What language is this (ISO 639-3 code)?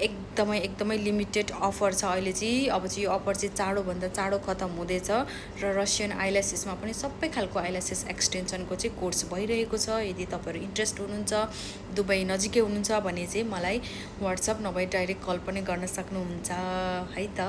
nep